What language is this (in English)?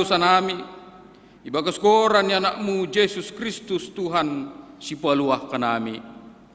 Batak Simalungun